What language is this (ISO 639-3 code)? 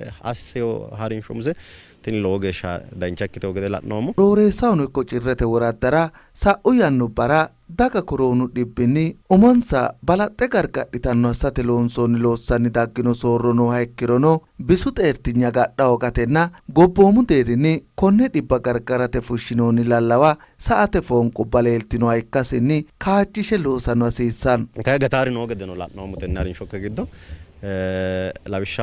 sid